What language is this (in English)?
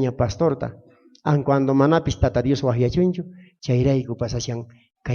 South Bolivian Quechua